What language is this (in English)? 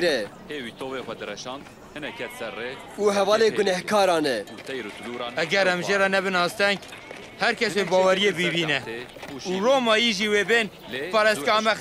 Kurdish